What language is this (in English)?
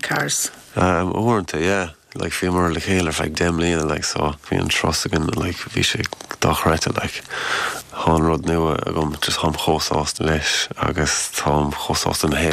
Irish